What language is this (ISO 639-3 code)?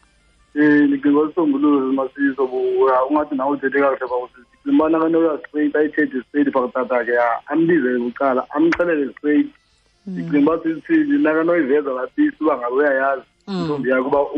xho